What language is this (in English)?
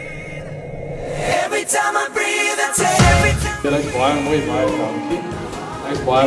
Afrikaans